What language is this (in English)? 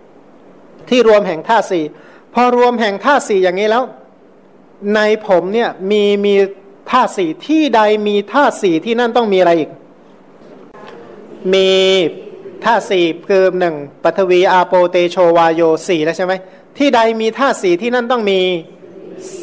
Thai